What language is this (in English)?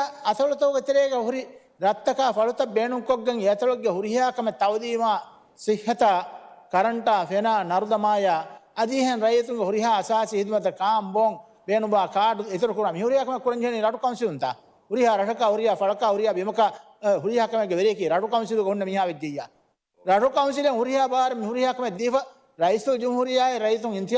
Divehi